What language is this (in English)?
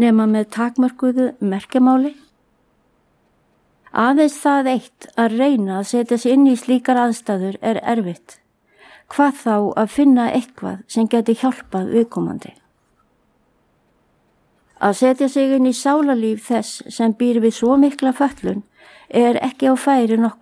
Icelandic